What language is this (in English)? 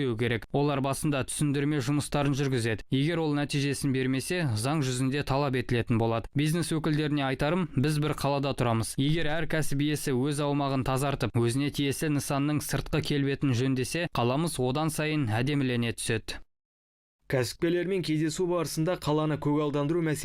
Kazakh